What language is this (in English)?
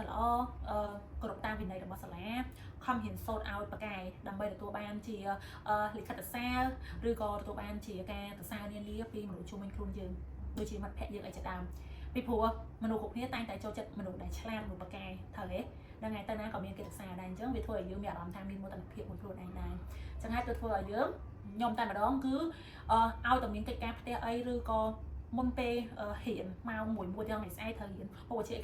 Khmer